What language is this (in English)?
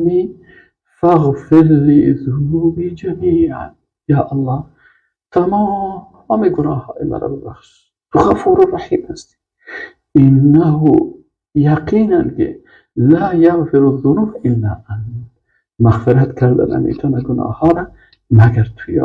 Persian